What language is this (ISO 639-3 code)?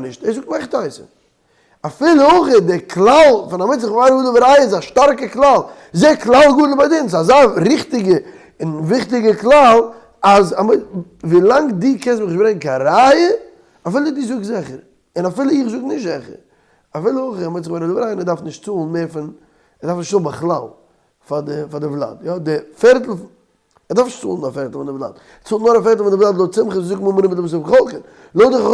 yid